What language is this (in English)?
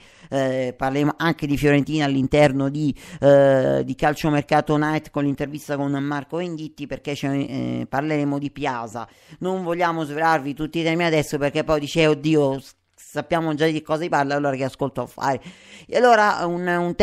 Italian